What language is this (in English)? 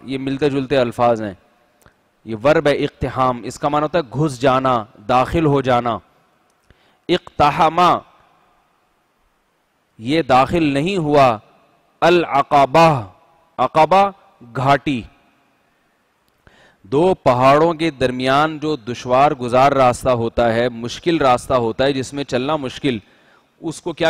Urdu